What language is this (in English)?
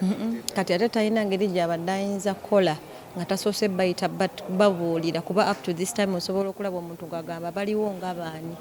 Ganda